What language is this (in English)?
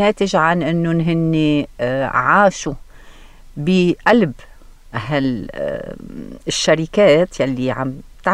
North Levantine Arabic